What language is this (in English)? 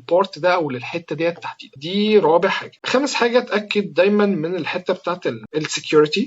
Egyptian Arabic